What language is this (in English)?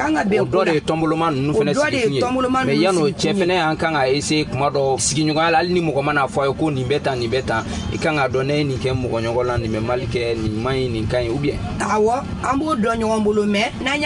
Bambara